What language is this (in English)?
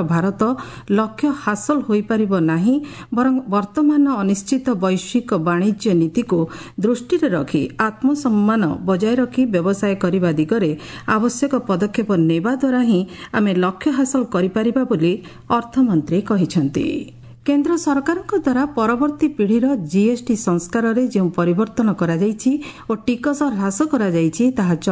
Odia